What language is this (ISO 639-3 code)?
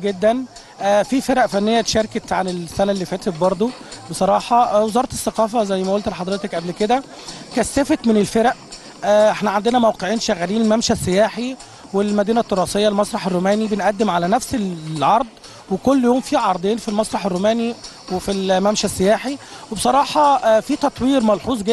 arz